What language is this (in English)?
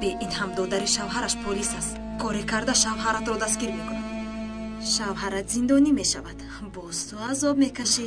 Tajik